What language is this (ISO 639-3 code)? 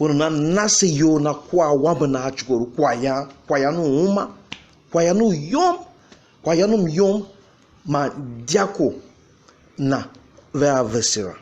tiv